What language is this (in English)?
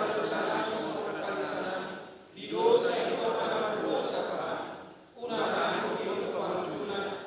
Batak Toba